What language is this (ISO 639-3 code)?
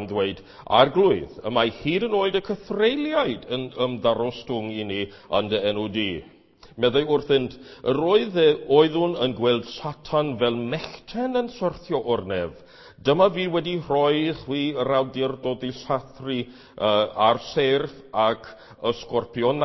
cym